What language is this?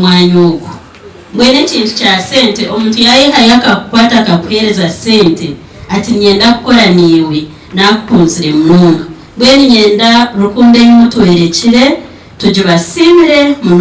Nyankole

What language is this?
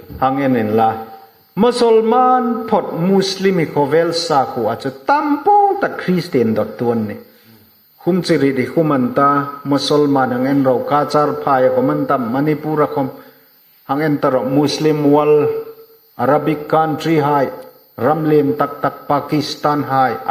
Hmar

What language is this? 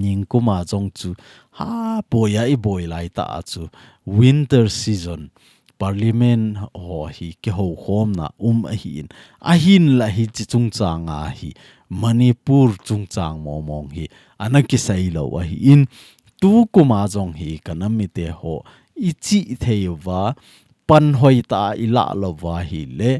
Thado Chin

